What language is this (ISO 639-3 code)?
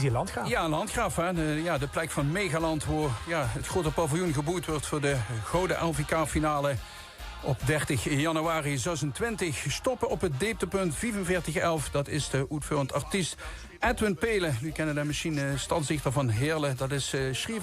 lim